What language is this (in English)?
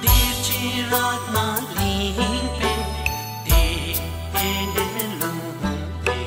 Tibetan